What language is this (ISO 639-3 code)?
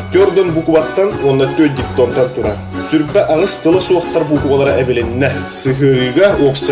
sah